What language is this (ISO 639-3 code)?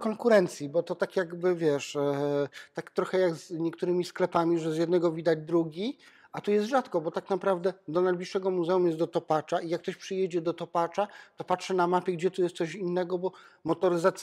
pol